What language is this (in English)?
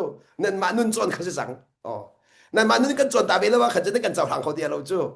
Hakha Chin